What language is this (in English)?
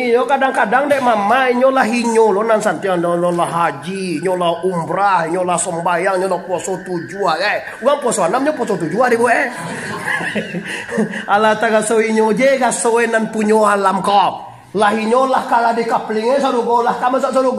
Minangkabau